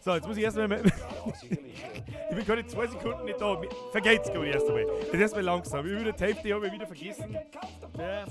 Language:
Bavarian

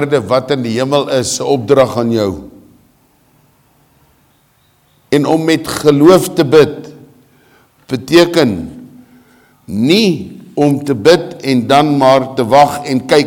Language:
Afrikaans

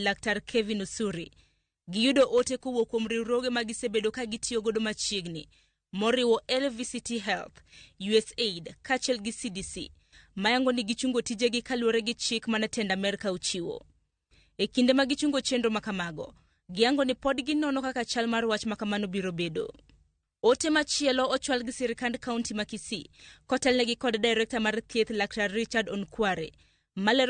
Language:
Luo (Kenya and Tanzania)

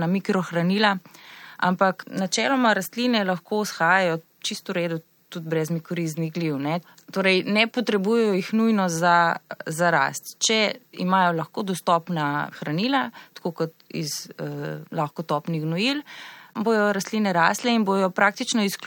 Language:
Slovenian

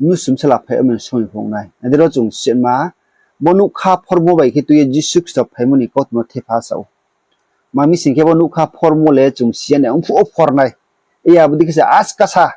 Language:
Riang (India)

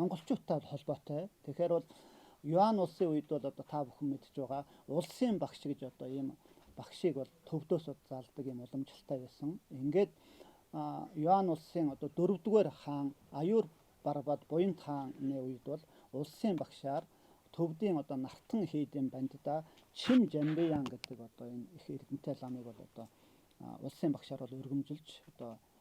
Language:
Mongolian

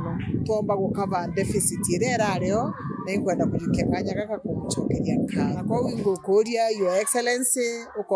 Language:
Meru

